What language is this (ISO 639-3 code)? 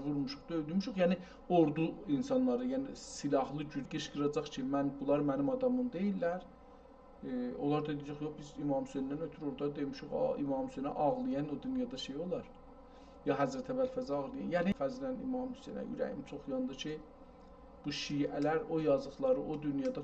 azb